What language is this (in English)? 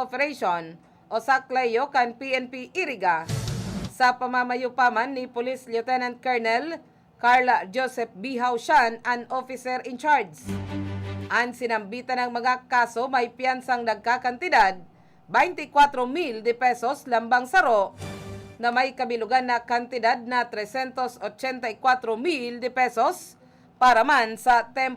Bikol